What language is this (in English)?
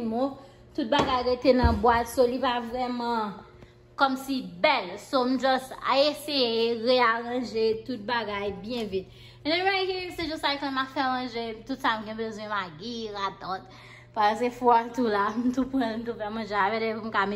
Haitian Creole